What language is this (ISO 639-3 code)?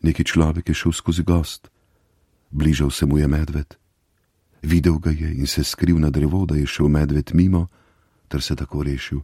slv